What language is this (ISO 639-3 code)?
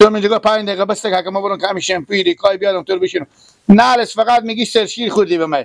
fas